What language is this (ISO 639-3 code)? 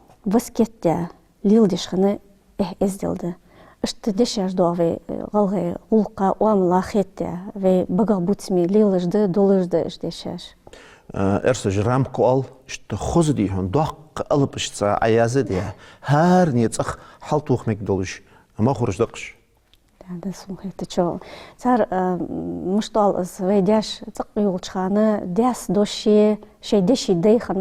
inh